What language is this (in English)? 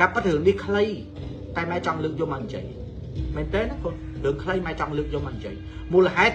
Khmer